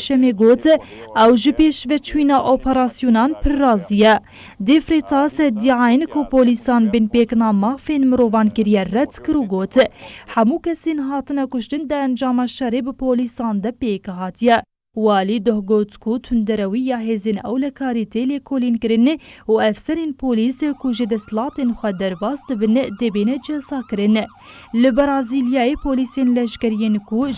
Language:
Kurdish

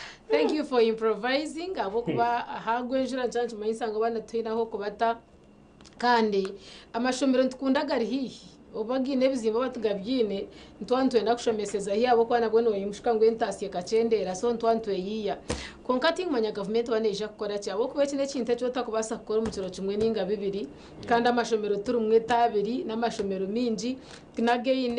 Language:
Nyankole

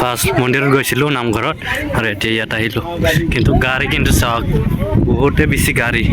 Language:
Assamese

